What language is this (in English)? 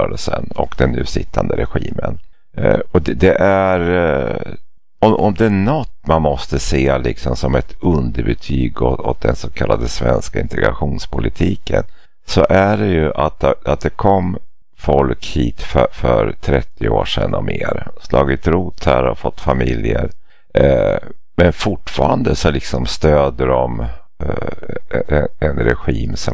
Swedish